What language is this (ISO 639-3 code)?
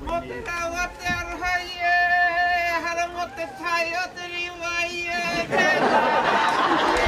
mri